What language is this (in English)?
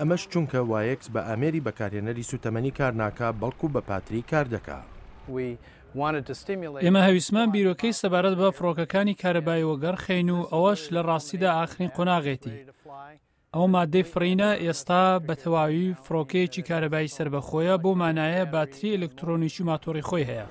Central Kurdish